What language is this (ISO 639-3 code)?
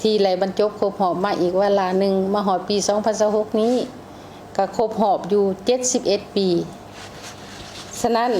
lao